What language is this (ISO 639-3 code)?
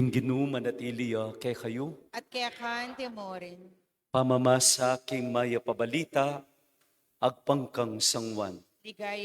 pam